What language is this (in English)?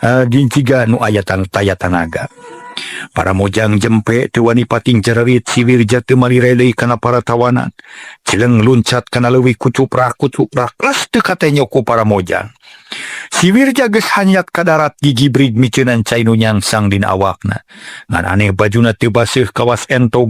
Sundanese